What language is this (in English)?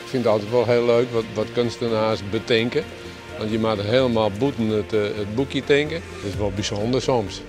Western Frisian